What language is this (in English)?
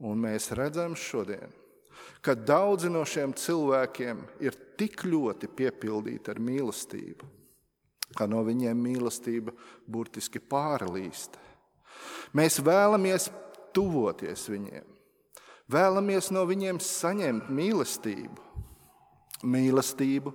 Latvian